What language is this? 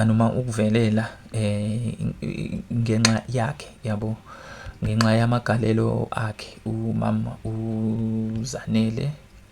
Zulu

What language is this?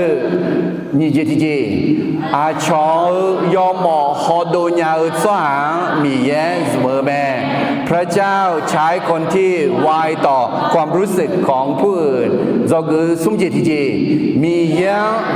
Akha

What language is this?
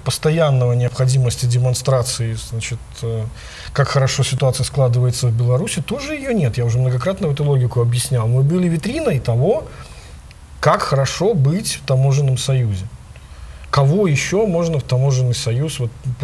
Russian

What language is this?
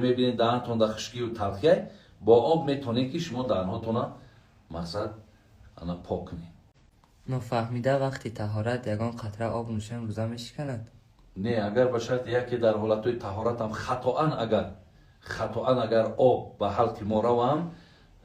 Tajik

